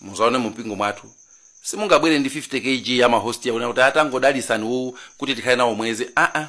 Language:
Nyanja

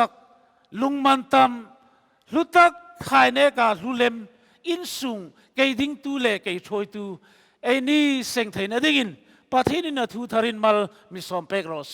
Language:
Hmar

